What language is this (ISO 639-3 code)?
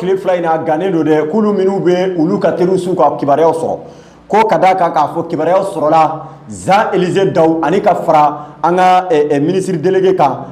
bam